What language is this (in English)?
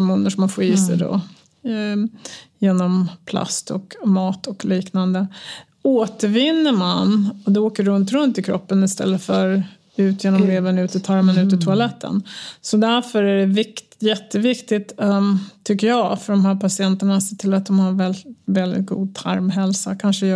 Swedish